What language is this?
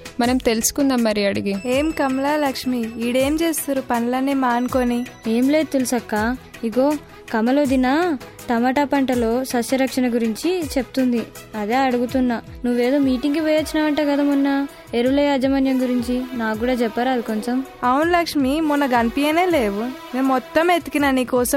Telugu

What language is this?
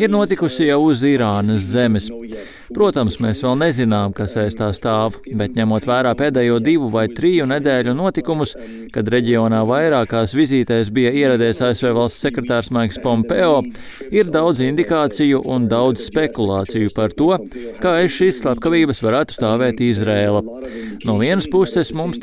Latvian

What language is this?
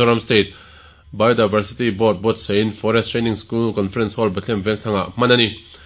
Mizo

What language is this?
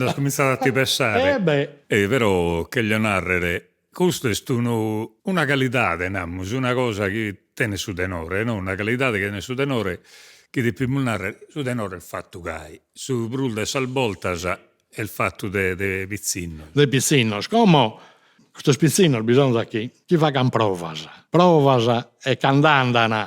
Sardinian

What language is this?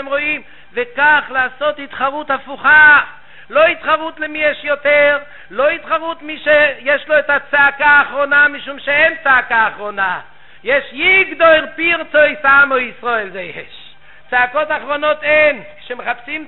Hebrew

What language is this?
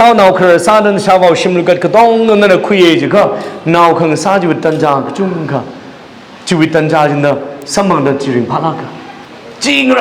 Tangkhul Naga (India)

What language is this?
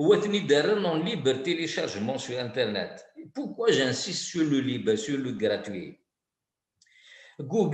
Kabyle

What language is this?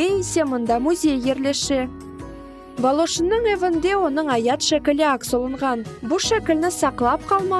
Crimean Tatar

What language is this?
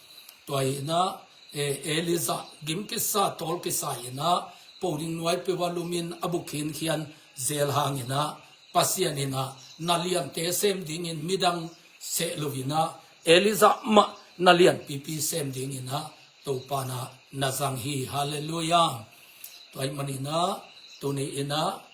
Tedim Chin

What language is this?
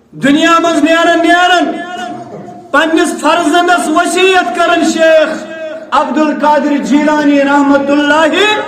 Kashmiri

